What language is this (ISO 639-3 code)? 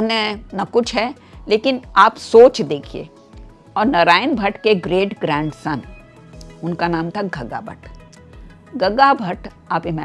hin